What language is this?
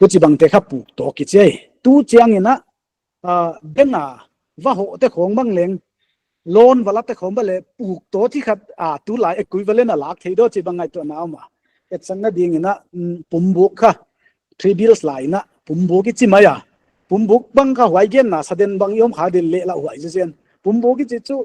Paite Chin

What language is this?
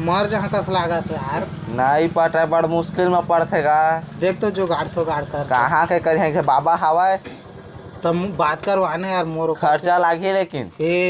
Chhattisgarhi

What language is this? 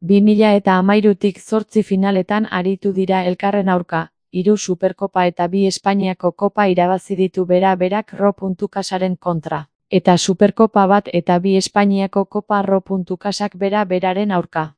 Basque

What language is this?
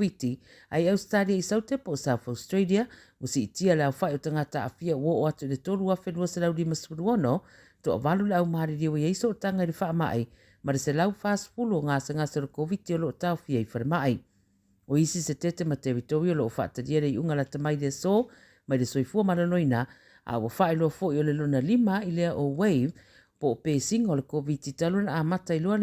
Samoan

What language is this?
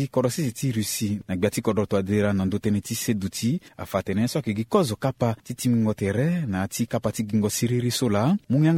Sango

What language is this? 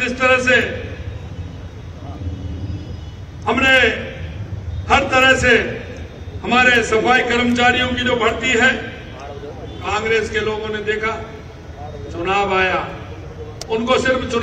Hindi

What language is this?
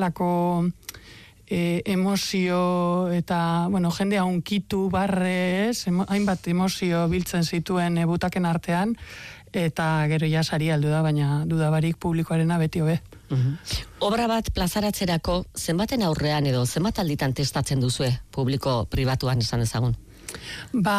Basque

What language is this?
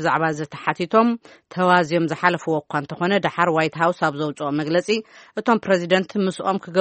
Tigrinya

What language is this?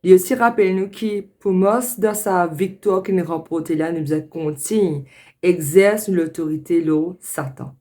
Morisyen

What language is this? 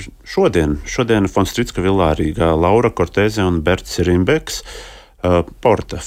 Latvian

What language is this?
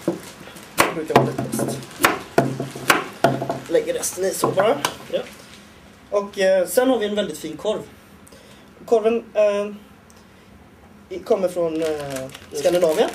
Swedish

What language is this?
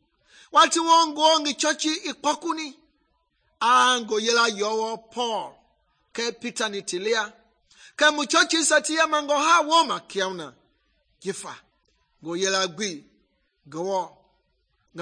Mende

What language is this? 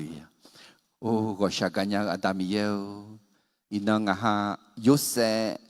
Akha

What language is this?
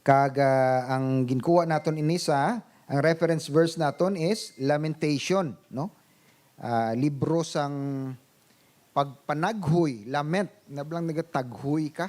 Hiligaynon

